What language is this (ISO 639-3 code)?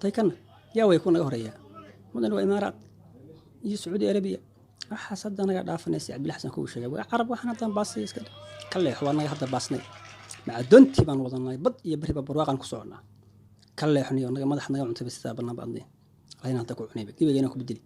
som